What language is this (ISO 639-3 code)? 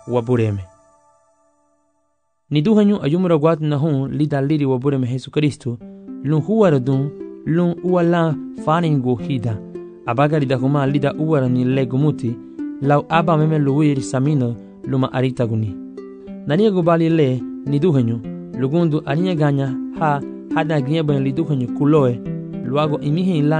cab